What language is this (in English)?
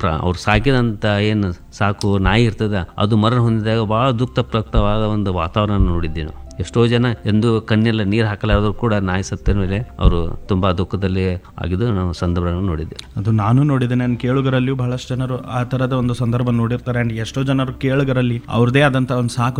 Kannada